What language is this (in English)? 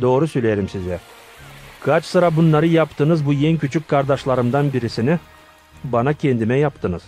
Gagauz